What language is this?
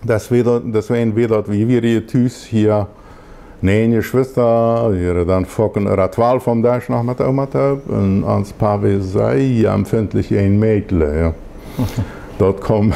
Plautdietsch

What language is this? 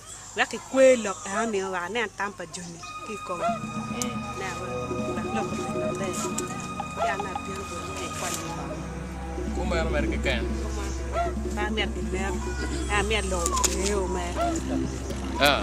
Acoli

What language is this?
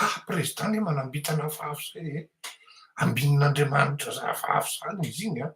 Malagasy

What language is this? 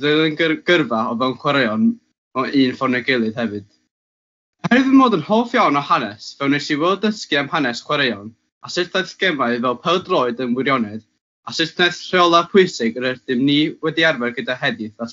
Welsh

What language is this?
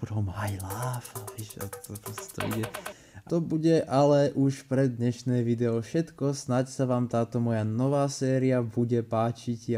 Slovak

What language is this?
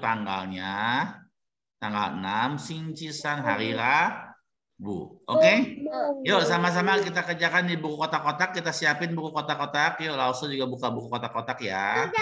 Indonesian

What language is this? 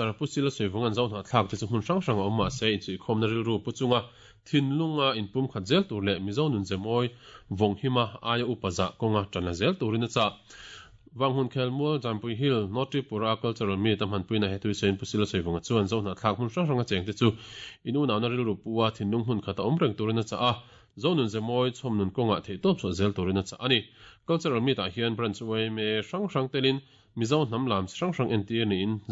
Mizo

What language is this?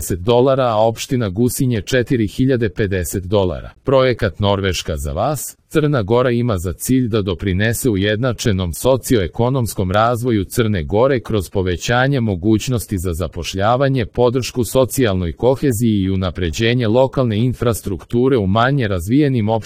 Serbian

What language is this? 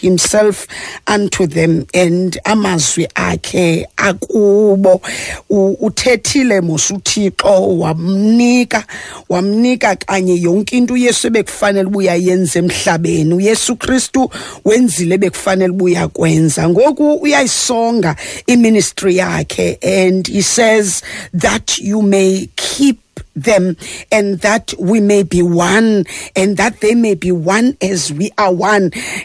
Xhosa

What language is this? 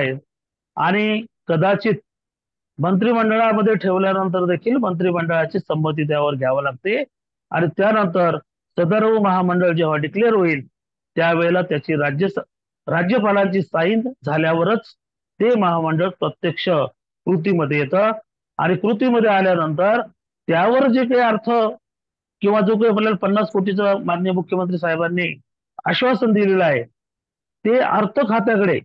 Marathi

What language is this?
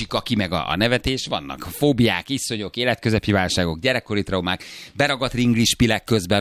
Hungarian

